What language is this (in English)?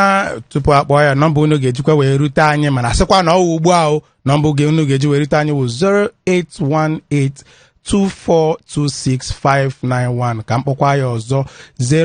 Igbo